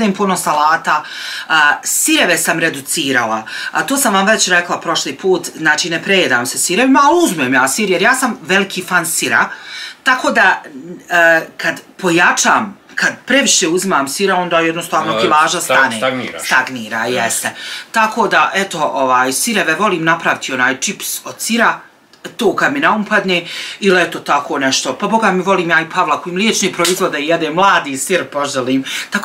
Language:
Bosnian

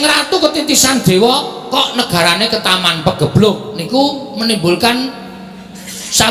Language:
Javanese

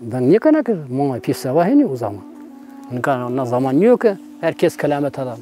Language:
Zaza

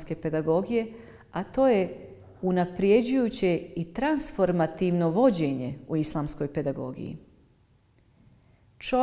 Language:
Bosnian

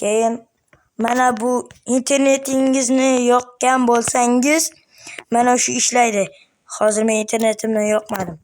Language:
Uzbek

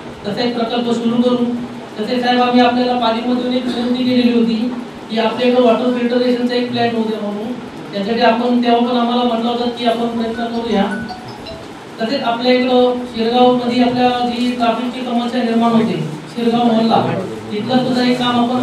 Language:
Marathi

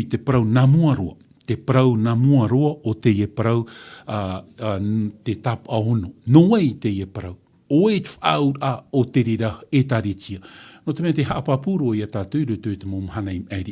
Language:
Tahitian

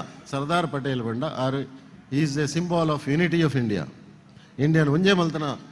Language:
Tulu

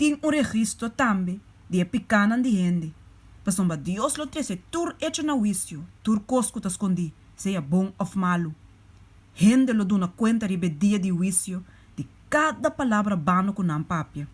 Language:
Papiamento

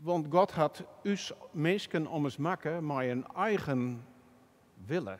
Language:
Western Frisian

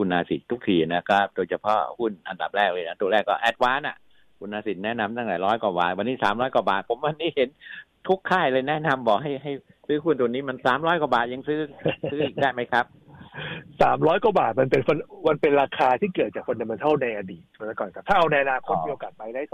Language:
Thai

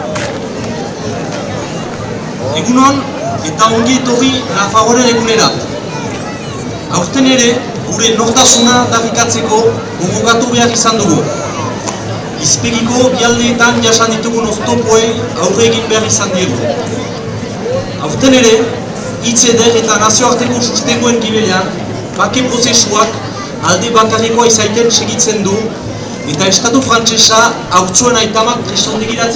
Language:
Basque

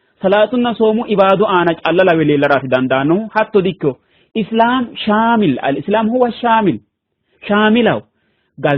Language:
Sidamo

